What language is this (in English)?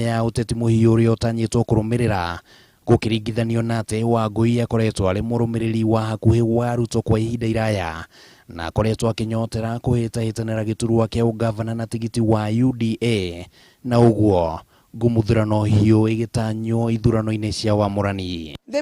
Kikuyu